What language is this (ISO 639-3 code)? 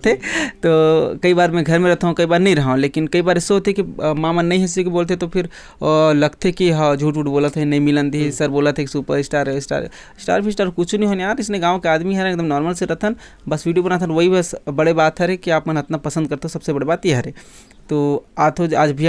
hne